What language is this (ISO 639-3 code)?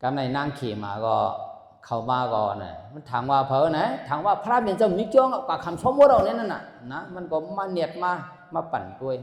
shn